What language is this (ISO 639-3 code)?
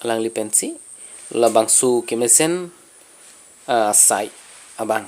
mjw